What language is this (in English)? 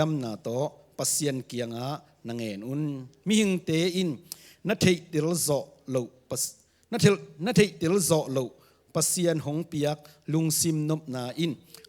Tedim Chin